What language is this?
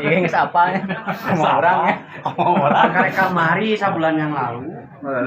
Sundanese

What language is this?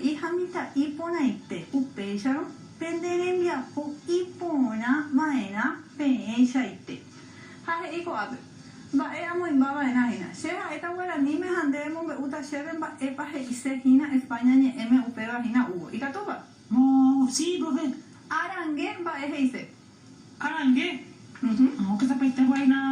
Guarani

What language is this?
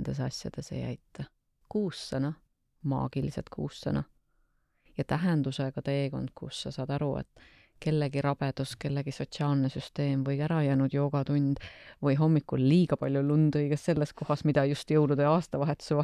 Estonian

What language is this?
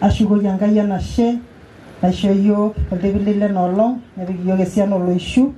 Masai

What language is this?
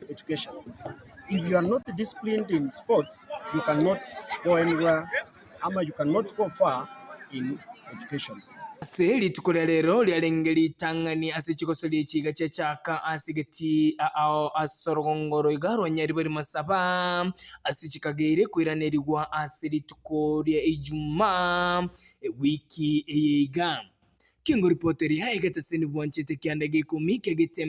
Gusii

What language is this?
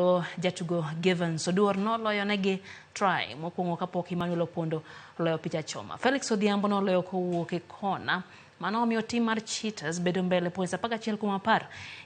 Luo (Kenya and Tanzania)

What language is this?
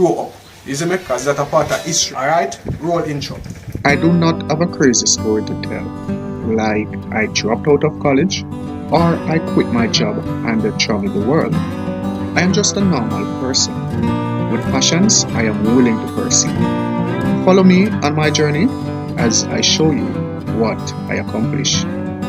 Jamaican Creole English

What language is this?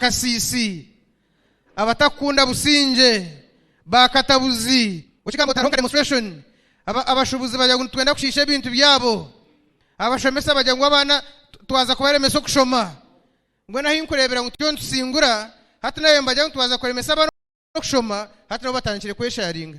Nyankole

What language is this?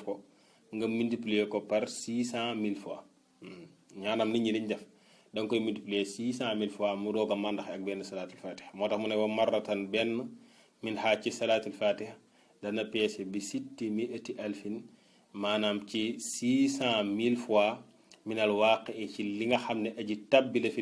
Wolof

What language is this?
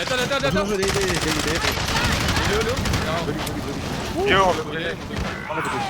Morisyen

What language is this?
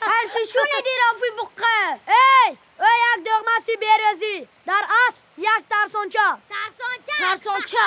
Tajik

